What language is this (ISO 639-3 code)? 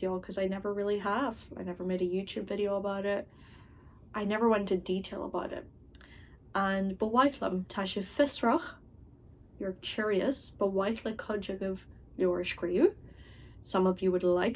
gle